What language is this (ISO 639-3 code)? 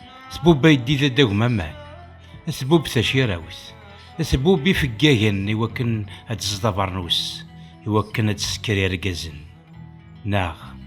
kab